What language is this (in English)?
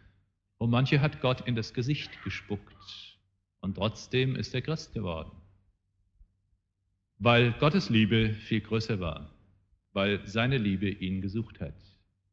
German